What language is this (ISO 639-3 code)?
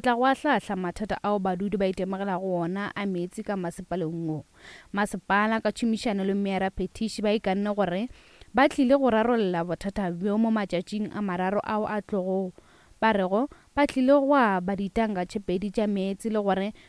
nso